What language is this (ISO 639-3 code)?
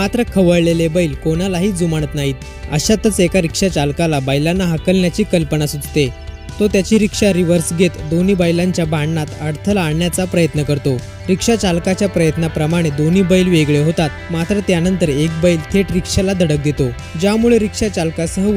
mar